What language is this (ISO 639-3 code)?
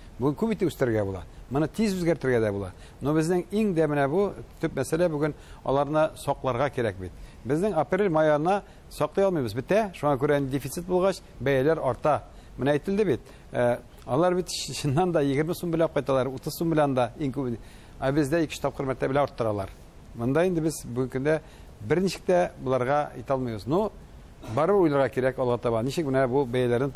tat